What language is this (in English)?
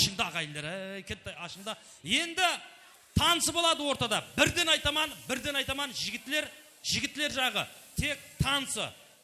Kara-Kalpak